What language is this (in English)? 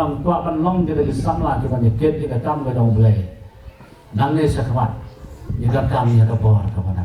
Khasi